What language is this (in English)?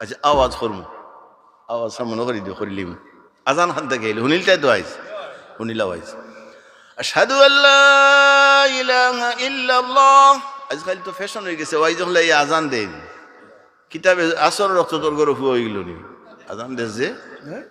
Sylheti